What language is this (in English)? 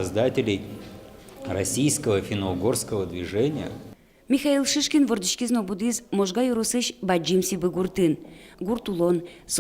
Udmurt